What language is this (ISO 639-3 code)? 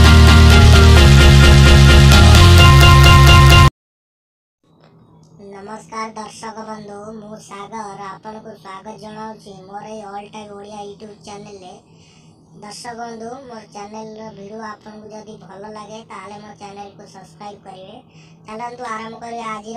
ori